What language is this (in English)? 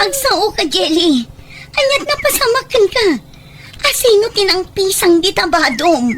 Iloko